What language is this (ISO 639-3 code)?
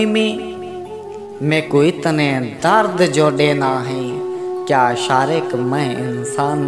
skr